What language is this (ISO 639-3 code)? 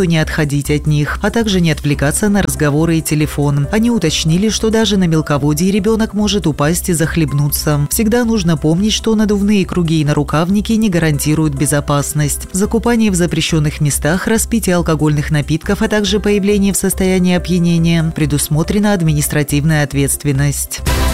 rus